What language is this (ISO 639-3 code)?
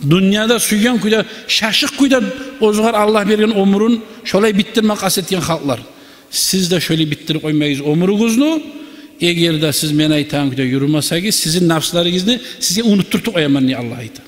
kum